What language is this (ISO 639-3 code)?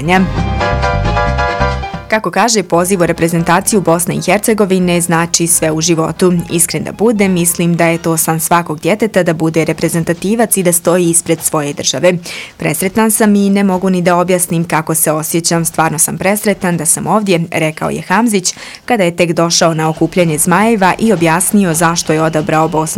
bos